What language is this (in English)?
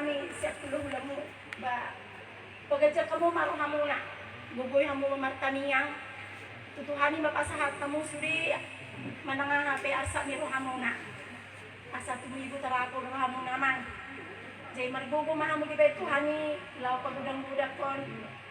Batak Toba